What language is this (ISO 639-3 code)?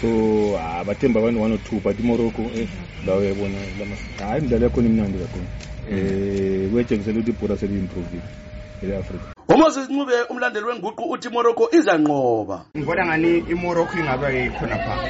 nde